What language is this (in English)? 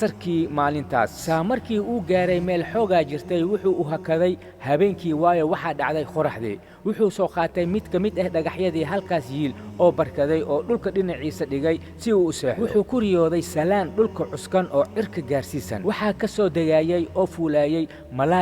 Somali